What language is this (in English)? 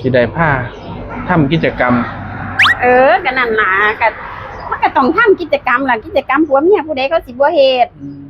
Northeastern Thai